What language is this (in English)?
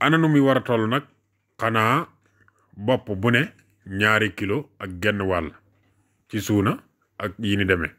Wolof